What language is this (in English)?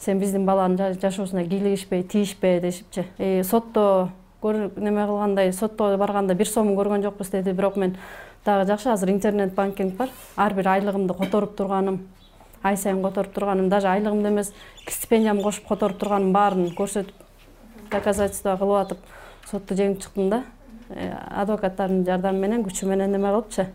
Kyrgyz